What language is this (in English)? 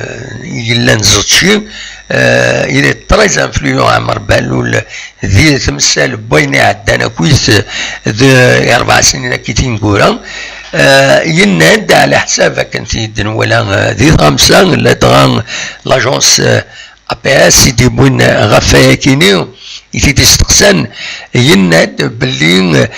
Kabyle